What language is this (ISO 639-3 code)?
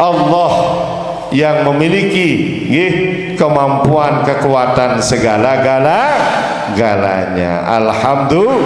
sas